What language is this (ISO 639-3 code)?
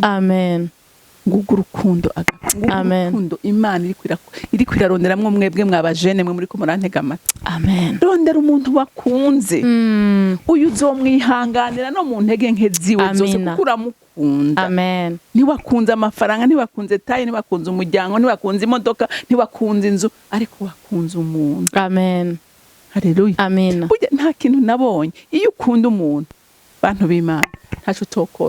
run